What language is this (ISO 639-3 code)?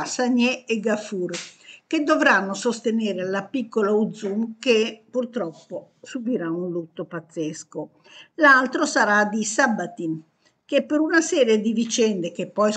ita